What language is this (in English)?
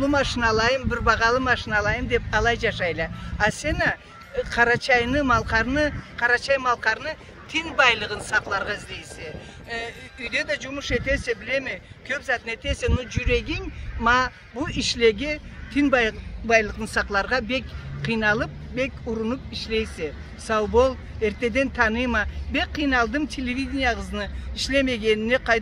Karachay-Balkar